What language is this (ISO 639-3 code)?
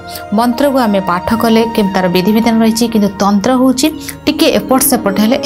ori